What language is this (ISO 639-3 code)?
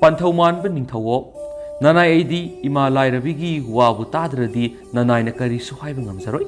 mni